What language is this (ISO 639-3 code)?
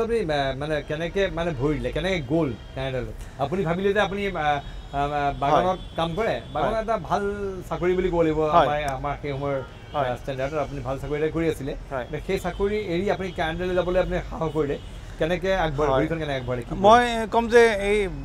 asm